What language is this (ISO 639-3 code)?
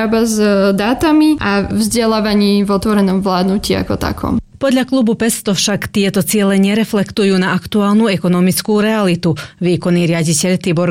slk